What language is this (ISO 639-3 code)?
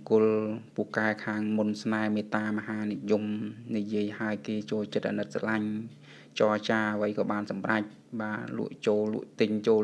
khm